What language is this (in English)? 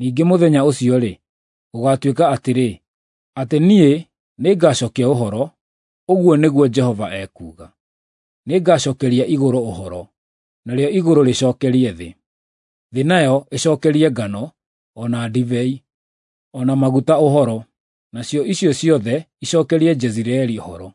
Kikuyu